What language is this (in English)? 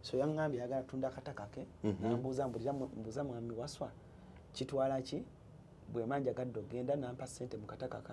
Ganda